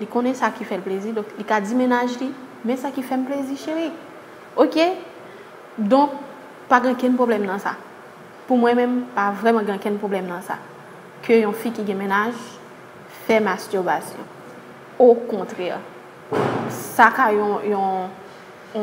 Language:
Haitian Creole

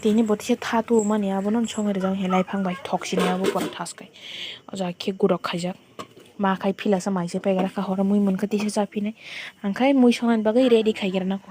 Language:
Kok Borok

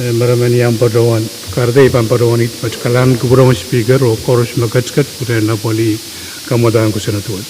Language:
Pohnpeian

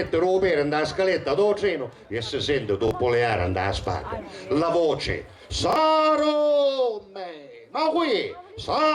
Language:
Sicilian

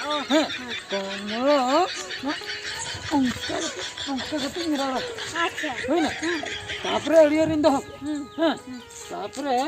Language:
Santali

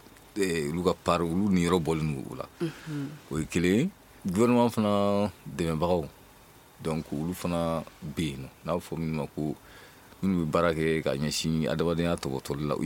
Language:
Bambara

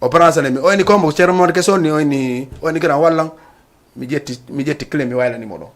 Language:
Fula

